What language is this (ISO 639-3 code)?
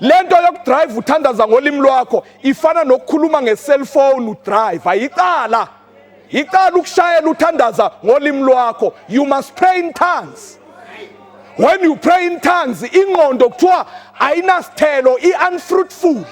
zul